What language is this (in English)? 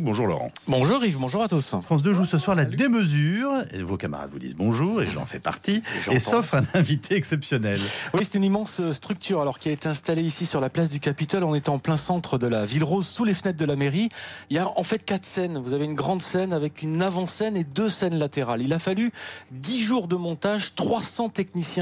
French